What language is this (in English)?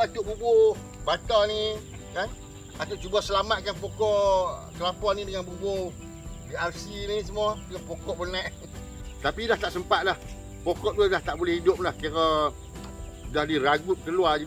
Malay